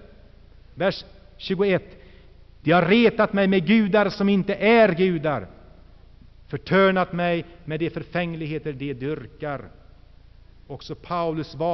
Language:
Swedish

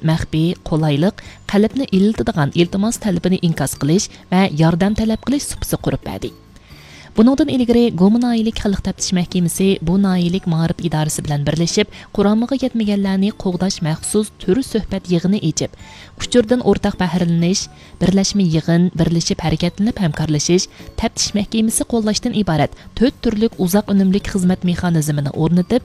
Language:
Uyghur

